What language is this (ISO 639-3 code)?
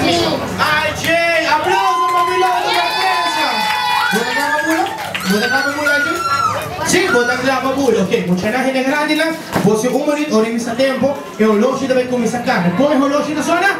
pap